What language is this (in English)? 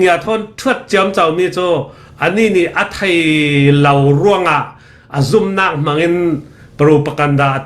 Falam Chin